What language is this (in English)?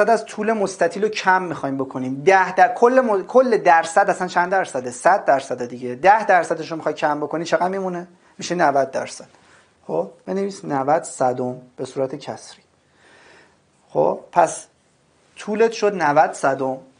Persian